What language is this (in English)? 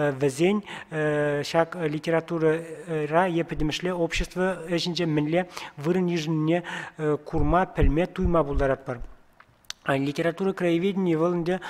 Chuvash